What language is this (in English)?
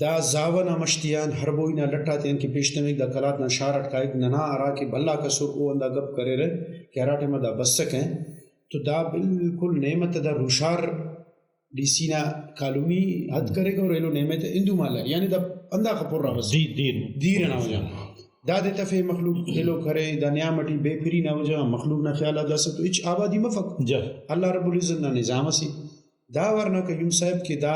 Brahui